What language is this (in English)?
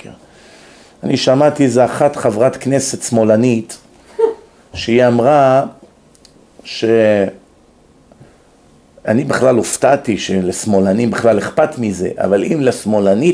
Hebrew